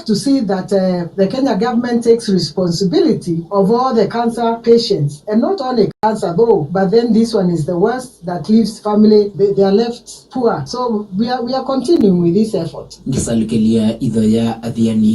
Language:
Kamba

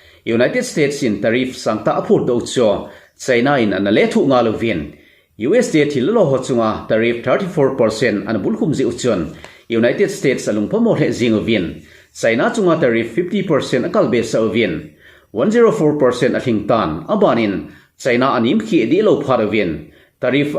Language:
Thado Chin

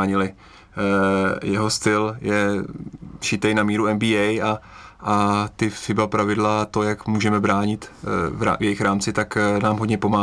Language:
Czech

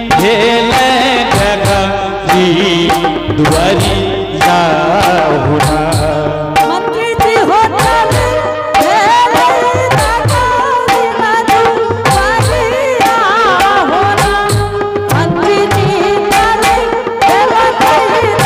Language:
Angika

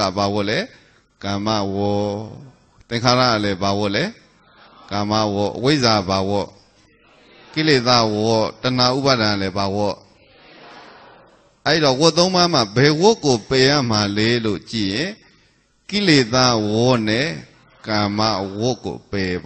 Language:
Burmese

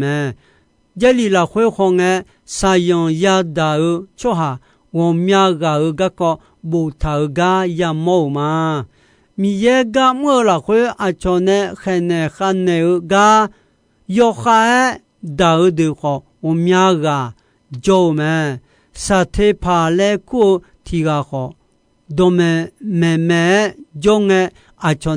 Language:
Akha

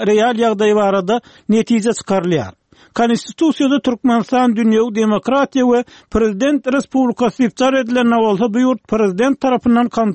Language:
Turkmen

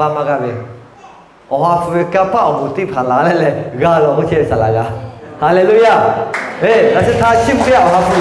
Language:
Lahu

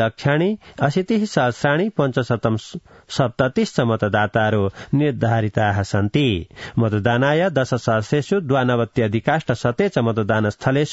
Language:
Sanskrit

